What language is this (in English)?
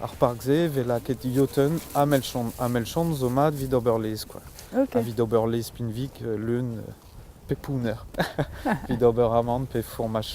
Breton